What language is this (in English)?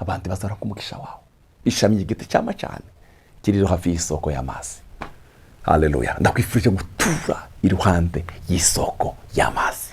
Rundi